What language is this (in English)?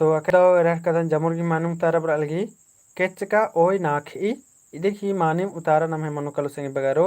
Kurukh